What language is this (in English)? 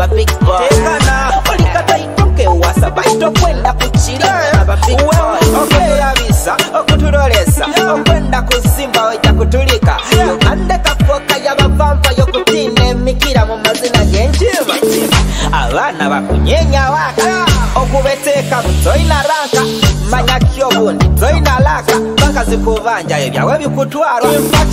Nyoro